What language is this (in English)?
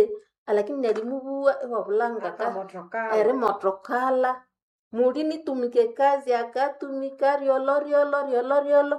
Nande